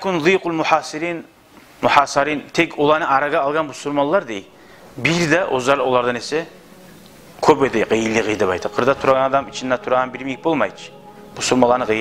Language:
Kumyk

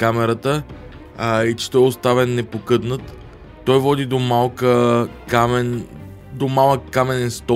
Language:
Bulgarian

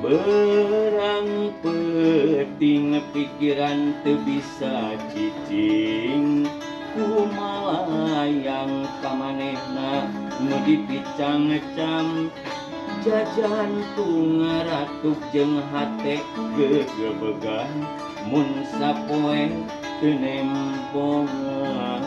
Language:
Sundanese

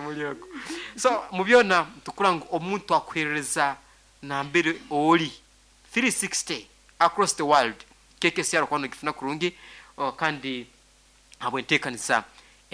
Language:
Nyankole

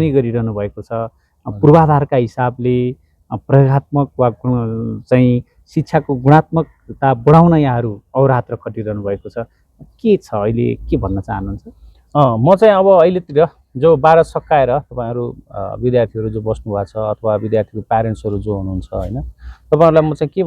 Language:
Nepali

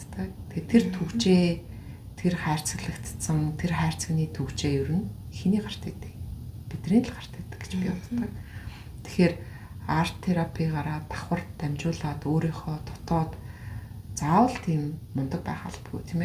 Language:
Mongolian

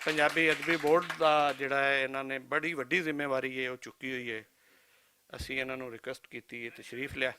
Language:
Western Panjabi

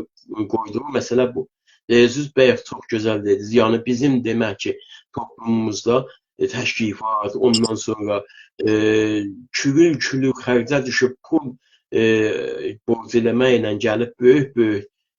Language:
South Azerbaijani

